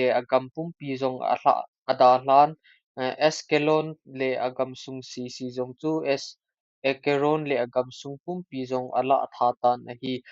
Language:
Thado Chin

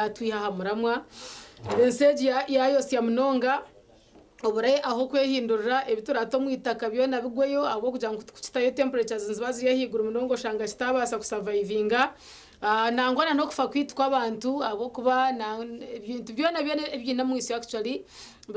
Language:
Nyankole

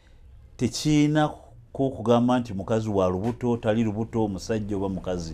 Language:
Nyankole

